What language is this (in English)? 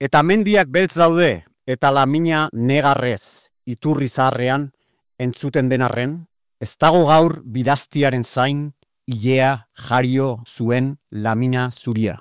Basque